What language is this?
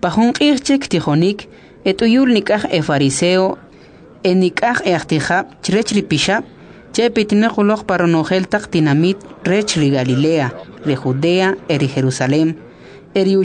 Kʼicheʼ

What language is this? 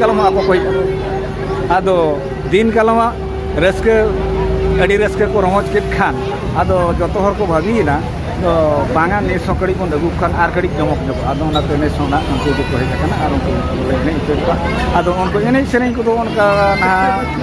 Santali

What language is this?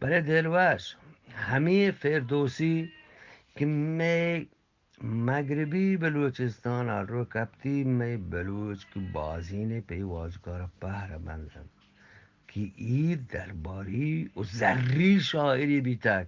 Eastern Balochi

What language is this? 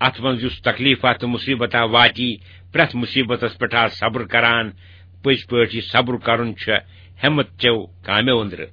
Kashmiri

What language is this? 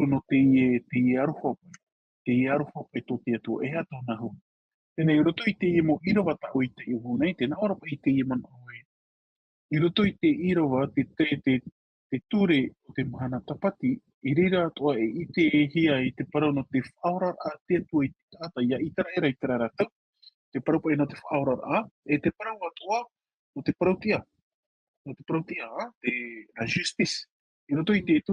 Tahitian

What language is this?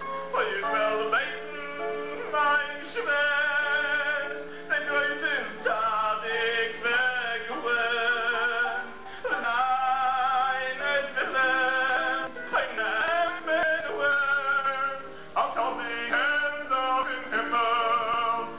Yiddish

